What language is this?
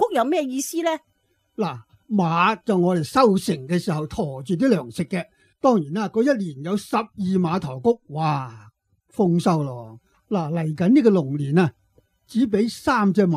Cantonese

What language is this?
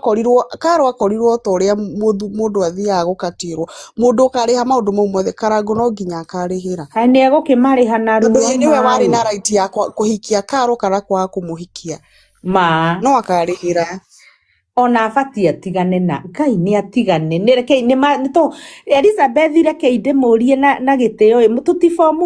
Kikuyu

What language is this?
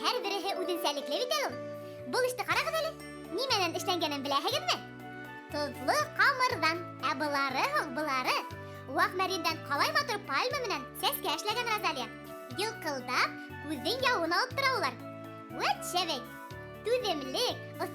Bashkir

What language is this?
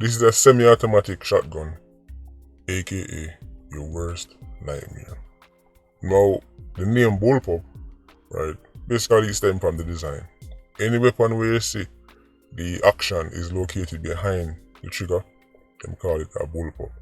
Jamaican Creole English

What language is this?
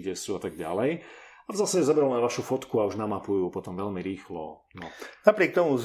Slovak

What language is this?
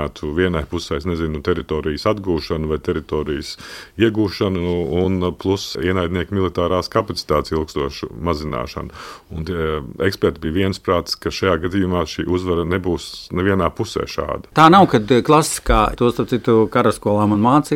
Latvian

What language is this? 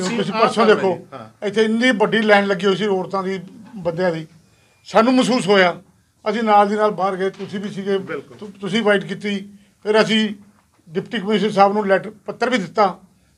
Punjabi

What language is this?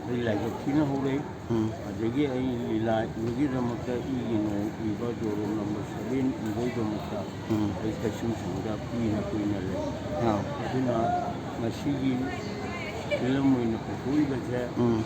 Manipuri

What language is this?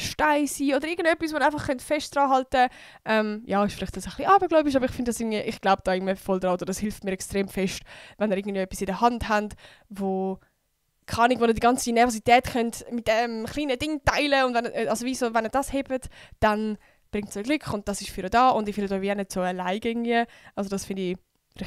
Swiss German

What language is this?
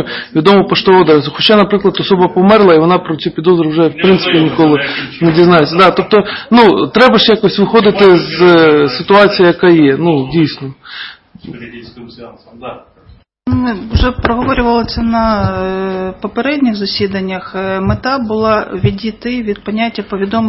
Ukrainian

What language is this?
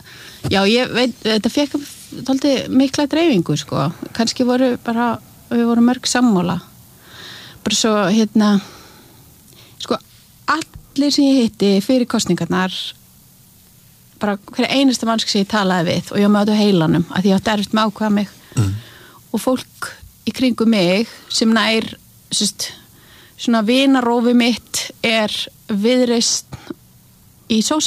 Icelandic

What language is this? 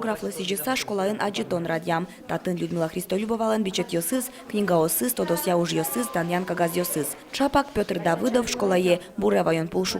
Udmurt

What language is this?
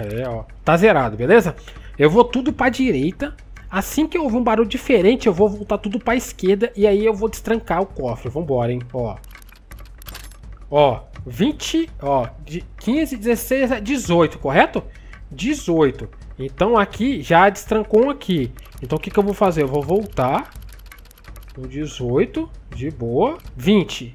Portuguese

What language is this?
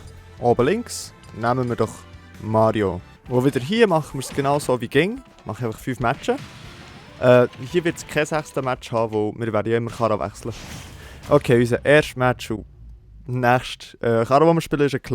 Swiss German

